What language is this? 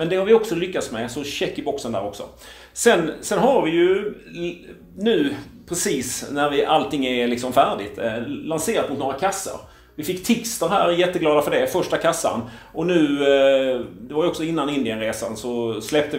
Swedish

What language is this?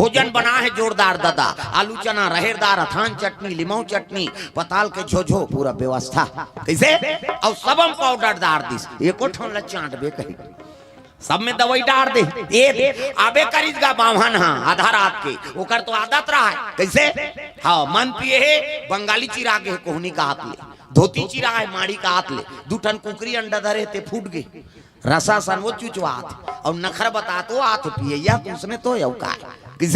Chhattisgarhi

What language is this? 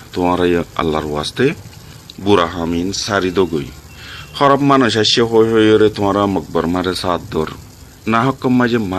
Rohingya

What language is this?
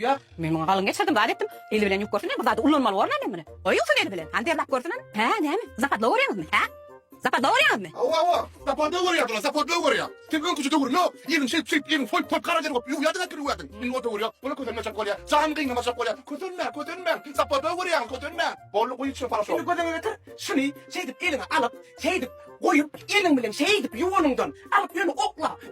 Turkmen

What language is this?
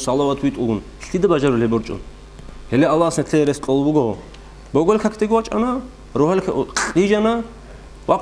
Avaric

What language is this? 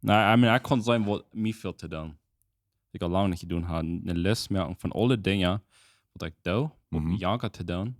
Plautdietsch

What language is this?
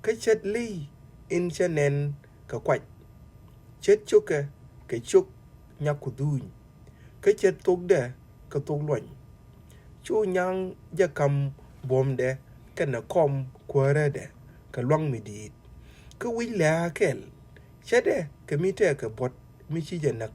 Nuer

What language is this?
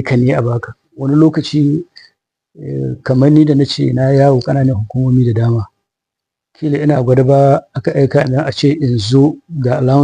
Hausa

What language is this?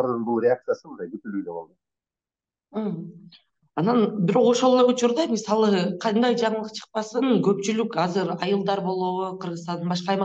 Kyrgyz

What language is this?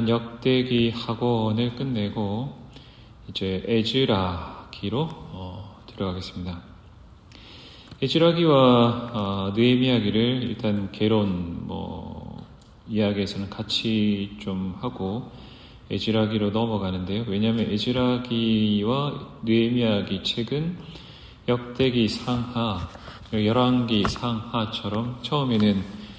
Korean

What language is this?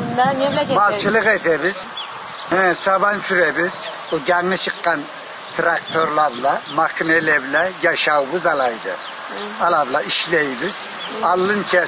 Karachay-Balkar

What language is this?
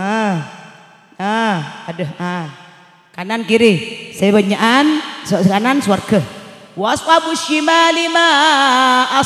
Madurese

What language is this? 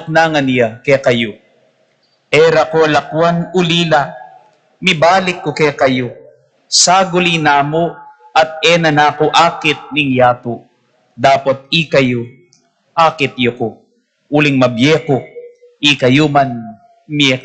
Pampanga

